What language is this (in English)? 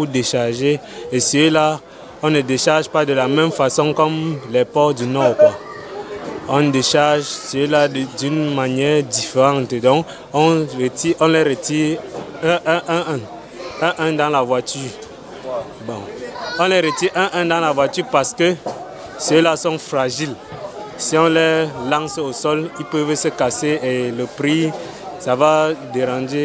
French